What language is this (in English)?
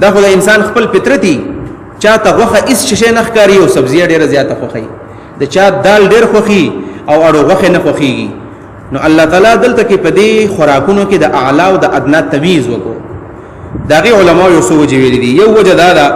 Pashto